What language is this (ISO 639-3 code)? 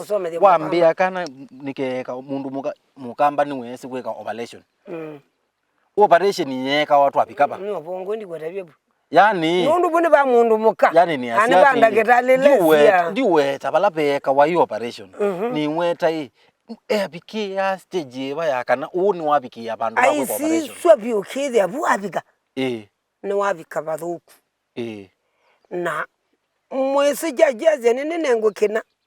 kam